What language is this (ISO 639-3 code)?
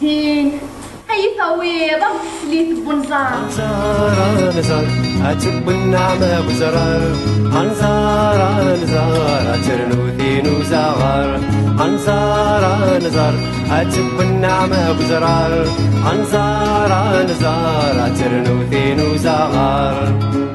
kab